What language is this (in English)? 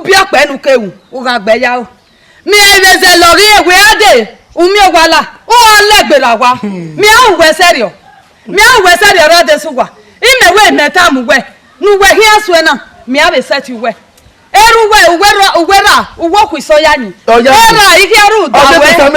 Bini